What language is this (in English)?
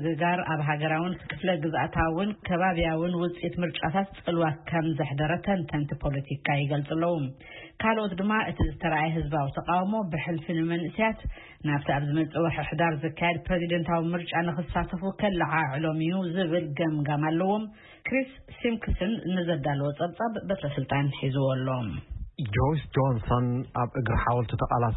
Tigrinya